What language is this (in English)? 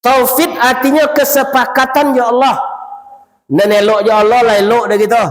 Minangkabau